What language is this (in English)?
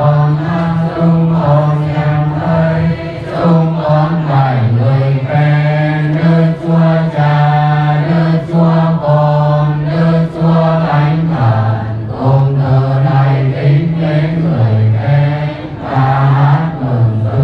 Vietnamese